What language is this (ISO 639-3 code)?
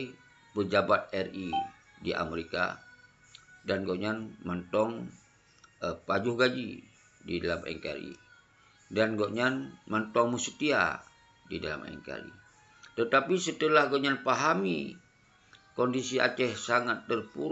ace